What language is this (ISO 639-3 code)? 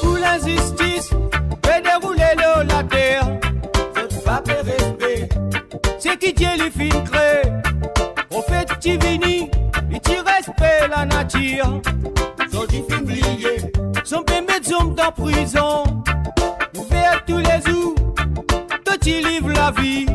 mfe